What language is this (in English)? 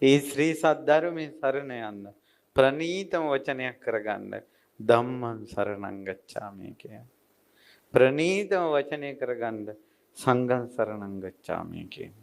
Sinhala